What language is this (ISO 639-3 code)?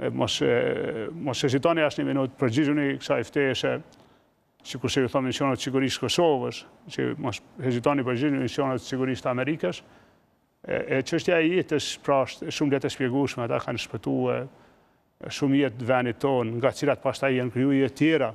sqi